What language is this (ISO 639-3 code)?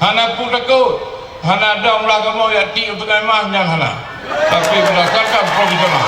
ace